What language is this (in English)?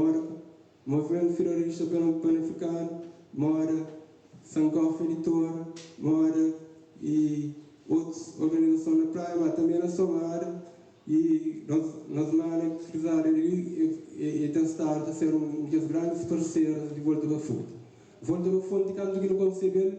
Kabuverdianu